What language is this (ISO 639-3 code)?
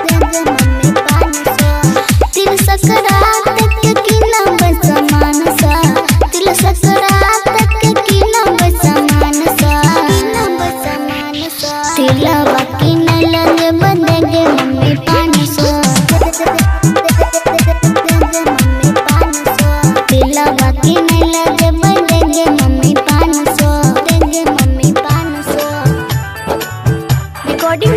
bho